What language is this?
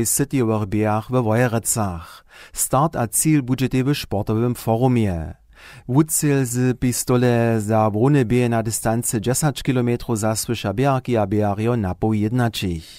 Upper Sorbian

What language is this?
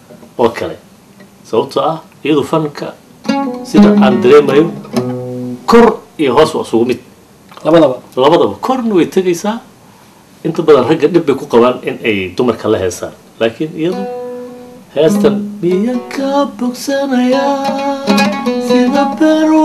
Somali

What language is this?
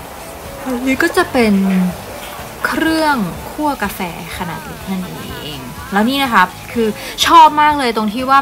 Thai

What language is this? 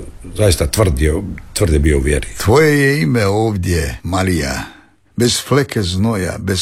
Croatian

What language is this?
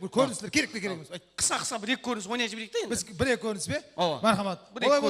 Kara-Kalpak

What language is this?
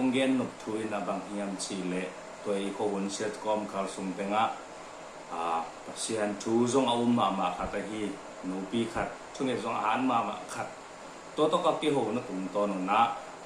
Tedim Chin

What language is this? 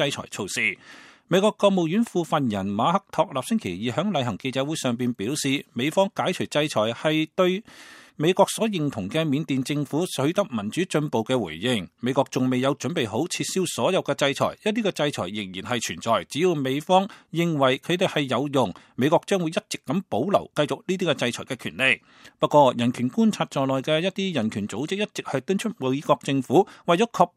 Cantonese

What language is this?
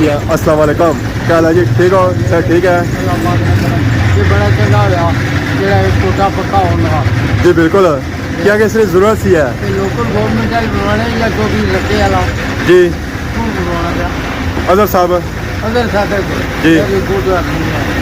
Pahari-Potwari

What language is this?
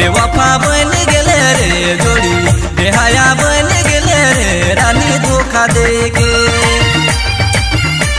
Sadri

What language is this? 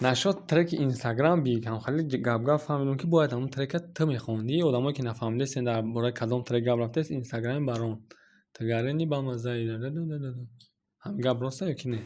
Tajik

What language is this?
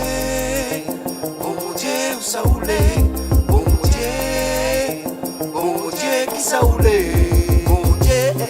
Réunion Creole French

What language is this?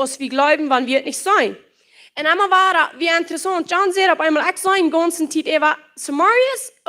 Plautdietsch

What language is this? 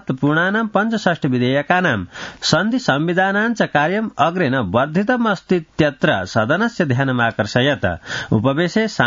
Sanskrit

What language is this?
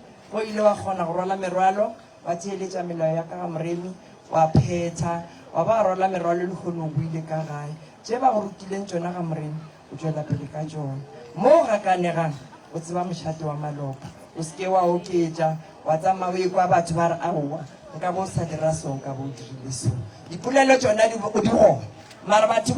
Northern Sotho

